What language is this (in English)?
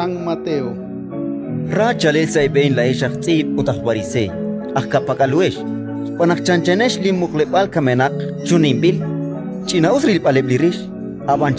Kekchí